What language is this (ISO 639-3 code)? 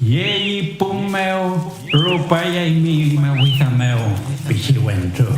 arn